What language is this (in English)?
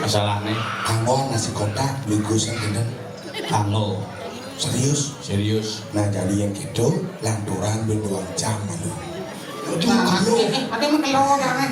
Balinese